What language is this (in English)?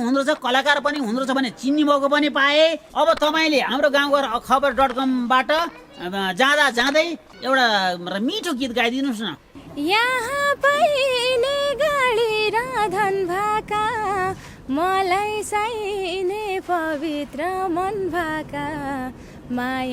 Nepali